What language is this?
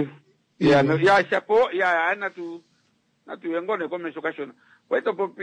Kuanyama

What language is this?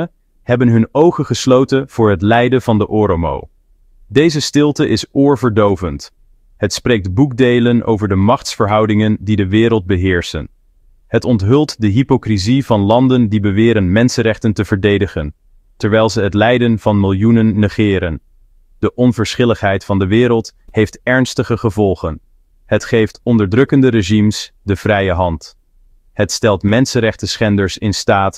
Dutch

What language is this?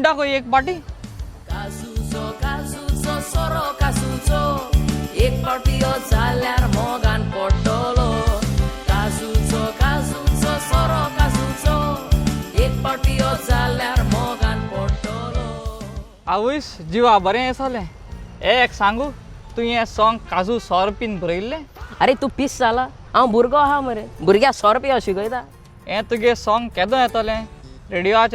Konkani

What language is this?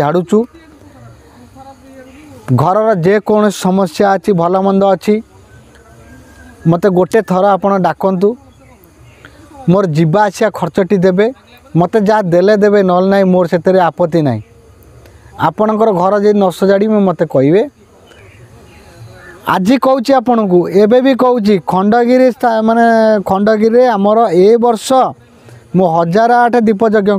Odia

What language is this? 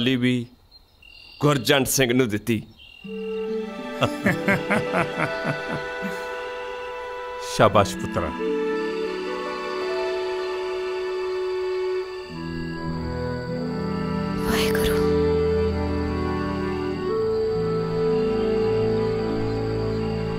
Punjabi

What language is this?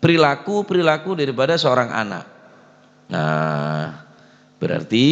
Madurese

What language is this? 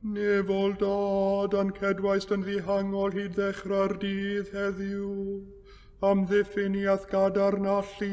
Welsh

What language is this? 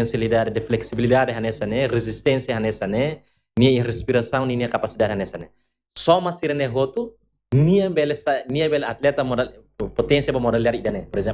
Tetum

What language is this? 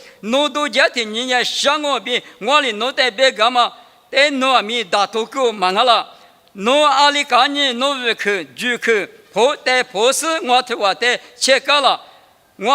Lisu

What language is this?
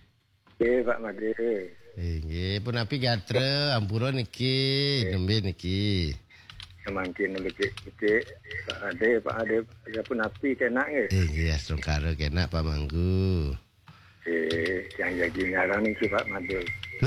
Balinese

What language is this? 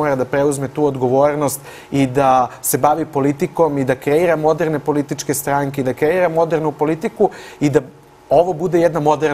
Serbian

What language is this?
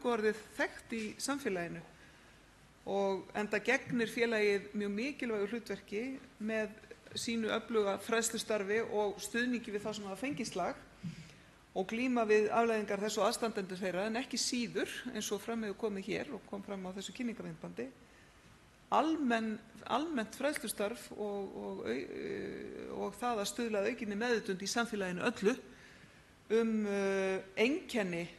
Icelandic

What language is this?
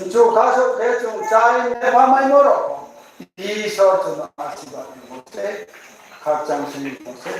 Riang (India)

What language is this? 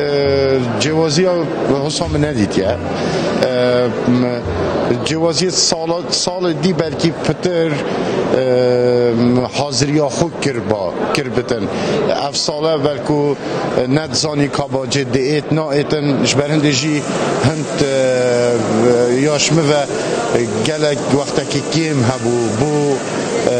Kurdish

